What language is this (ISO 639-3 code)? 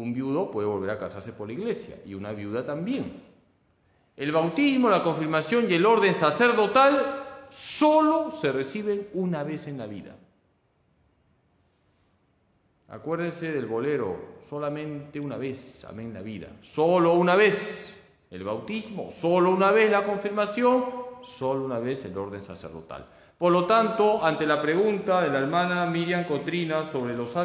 spa